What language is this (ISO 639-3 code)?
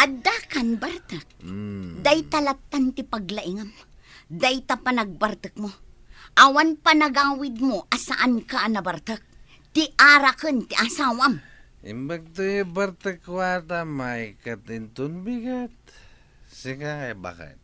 ilo